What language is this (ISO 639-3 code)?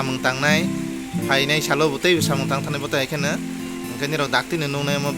trp